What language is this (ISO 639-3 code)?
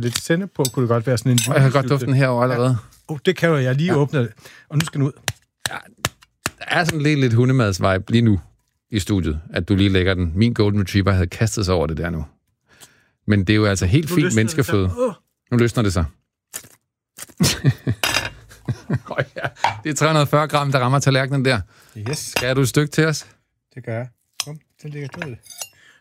dan